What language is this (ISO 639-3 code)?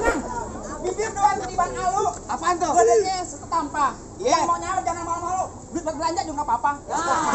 bew